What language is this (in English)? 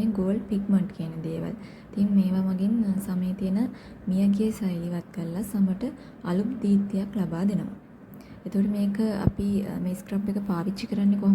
Sinhala